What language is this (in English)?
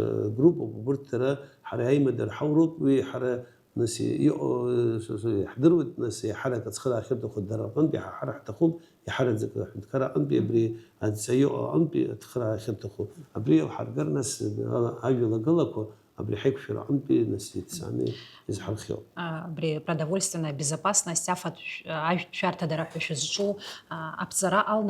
Abkhazian